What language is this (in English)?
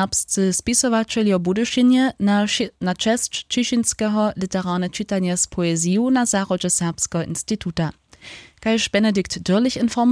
Upper Sorbian